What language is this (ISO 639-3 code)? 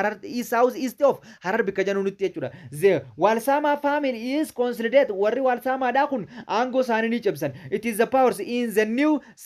orm